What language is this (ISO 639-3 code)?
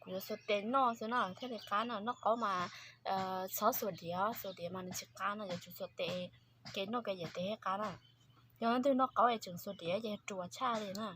hmn